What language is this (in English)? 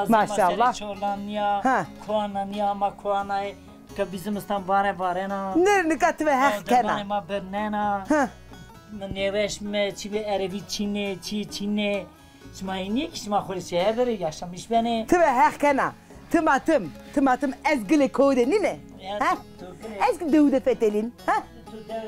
Zaza